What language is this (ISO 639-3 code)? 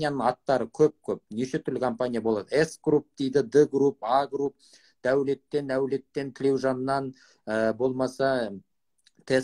kaz